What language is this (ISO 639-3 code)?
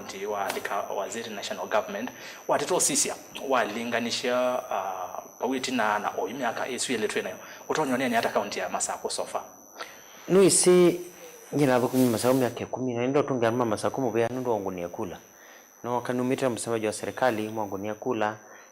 kam